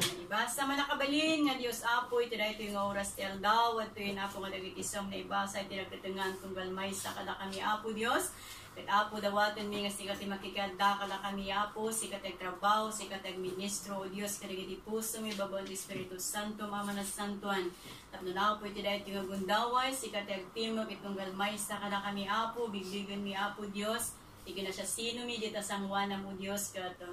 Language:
Iloko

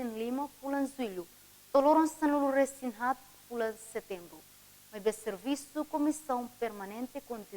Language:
Tetum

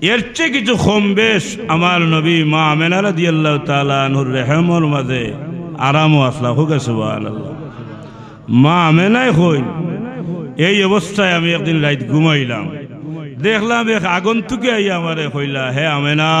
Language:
Sylheti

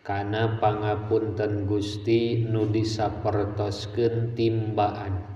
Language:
Sundanese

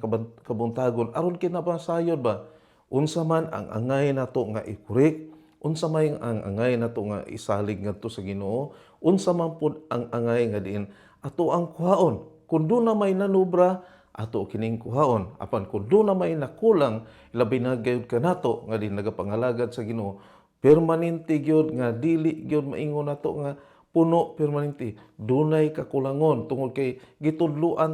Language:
Cebuano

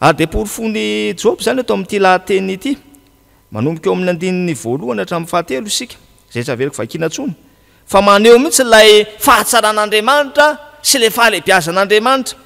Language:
Malagasy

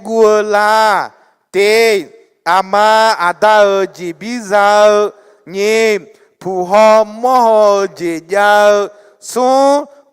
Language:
Akha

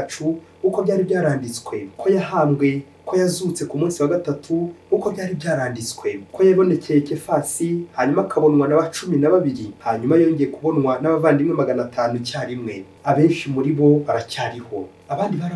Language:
Kinyarwanda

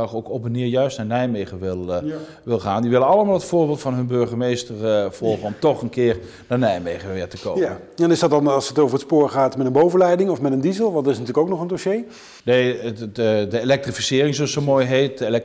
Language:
Dutch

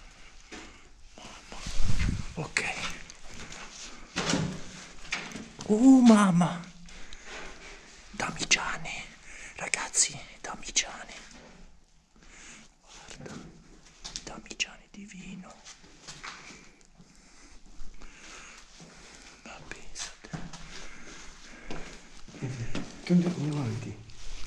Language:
Italian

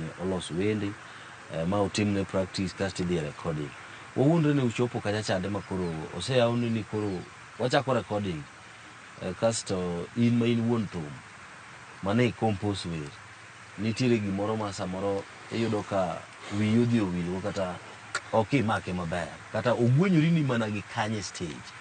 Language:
Luo (Kenya and Tanzania)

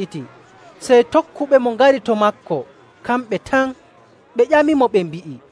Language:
Nigerian Fulfulde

